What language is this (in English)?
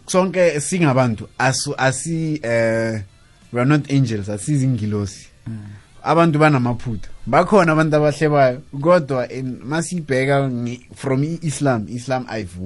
South Ndebele